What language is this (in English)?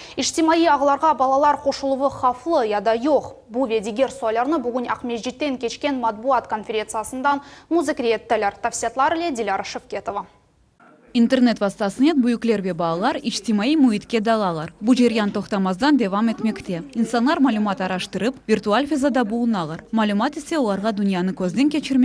Crimean Tatar